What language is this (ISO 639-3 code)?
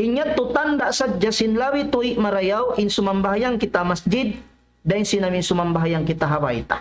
tsg